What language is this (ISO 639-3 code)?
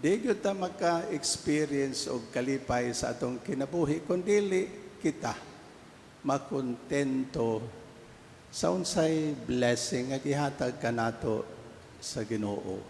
ceb